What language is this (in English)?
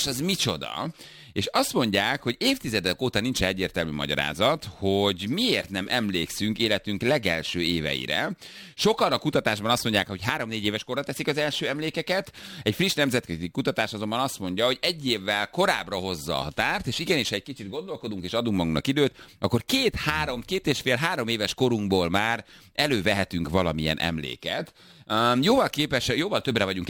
Hungarian